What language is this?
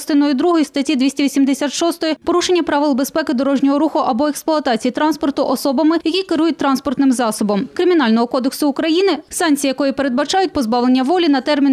Ukrainian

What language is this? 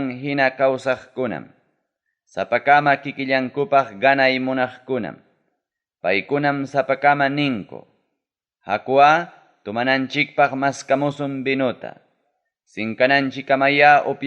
Ayacucho Quechua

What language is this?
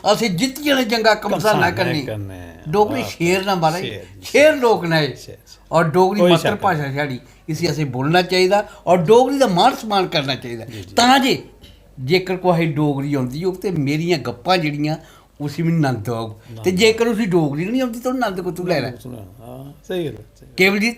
Dogri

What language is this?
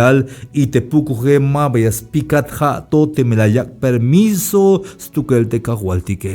Tzeltal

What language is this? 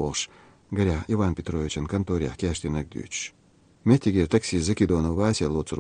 Chechen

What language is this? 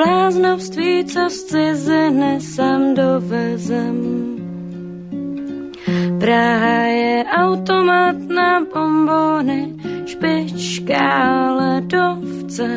Czech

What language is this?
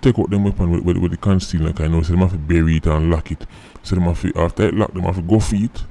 Jamaican Creole English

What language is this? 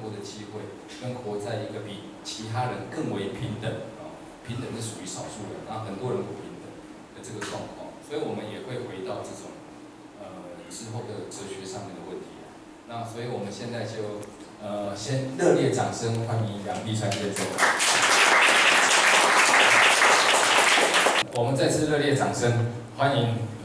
Chinese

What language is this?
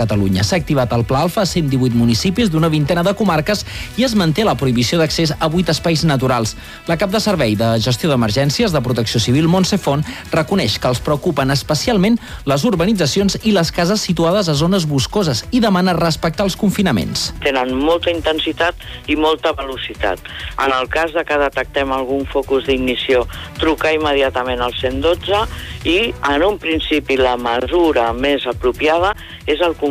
Catalan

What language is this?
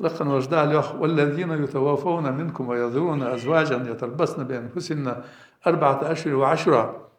Ingush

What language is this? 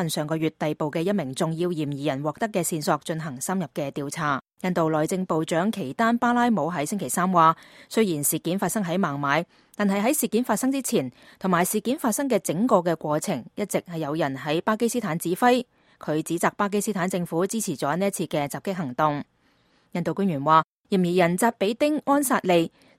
Cantonese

